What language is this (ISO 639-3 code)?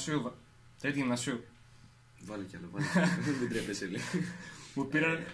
ell